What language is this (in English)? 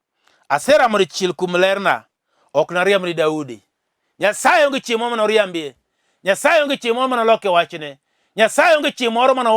Luo (Kenya and Tanzania)